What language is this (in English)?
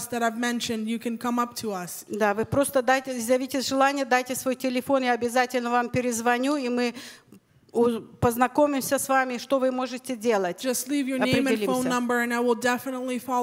Russian